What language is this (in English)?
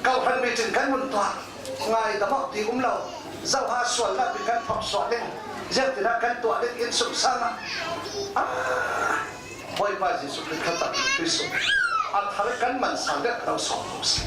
Falam Chin